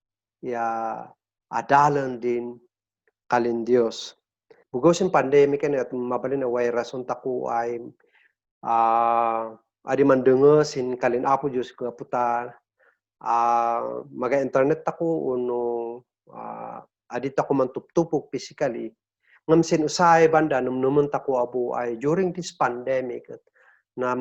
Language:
Kankanaey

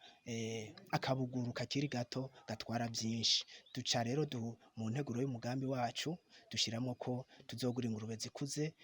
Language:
Rundi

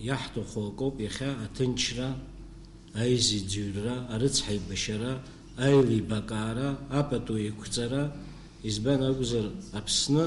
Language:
Abkhazian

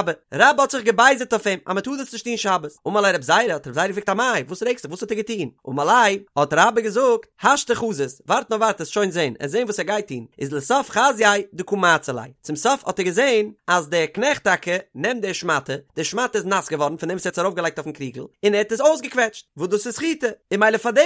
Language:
Yiddish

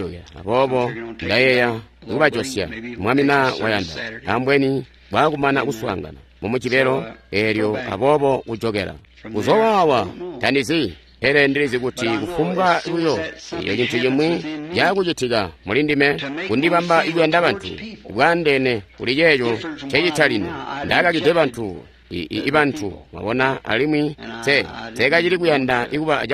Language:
Tonga (Zambia)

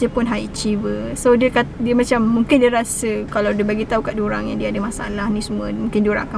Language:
Malay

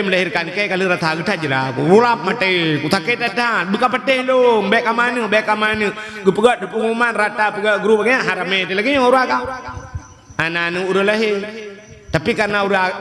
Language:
Achinese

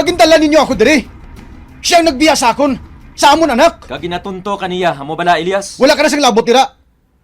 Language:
Hiligaynon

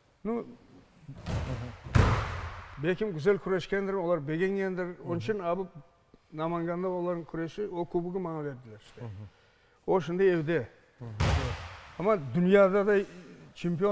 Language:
Crimean Tatar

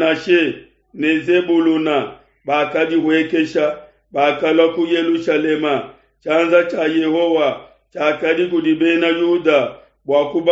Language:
Luba-Lulua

